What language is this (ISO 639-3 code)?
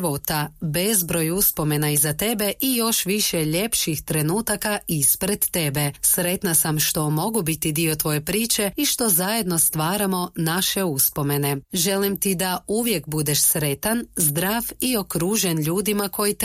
hrv